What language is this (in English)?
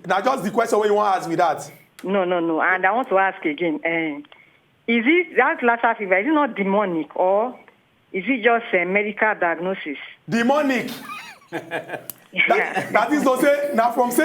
Nigerian Pidgin